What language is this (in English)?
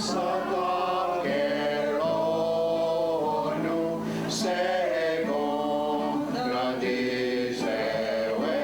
Mohawk